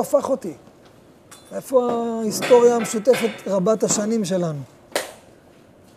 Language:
Hebrew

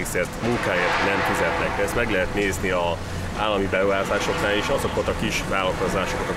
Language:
Hungarian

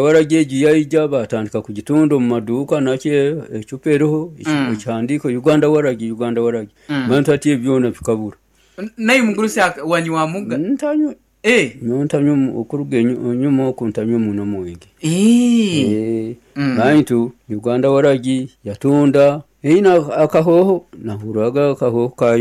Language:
Nyoro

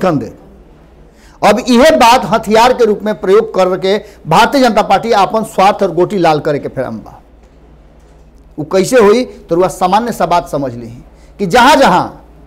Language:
Bhojpuri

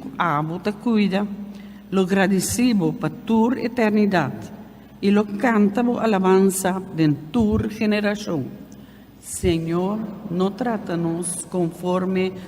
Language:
Papiamento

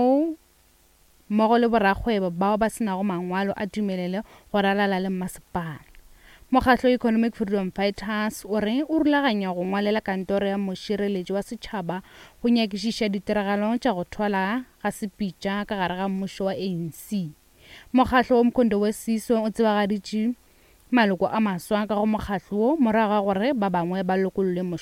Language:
Northern Sotho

